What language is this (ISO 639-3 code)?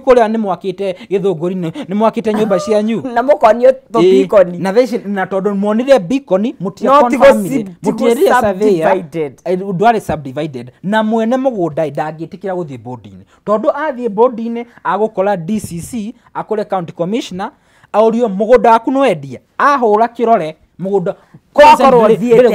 kik